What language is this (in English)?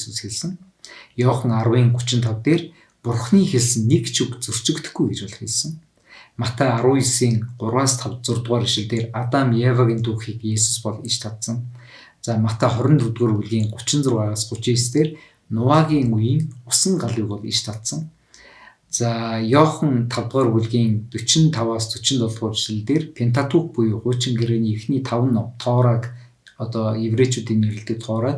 Mongolian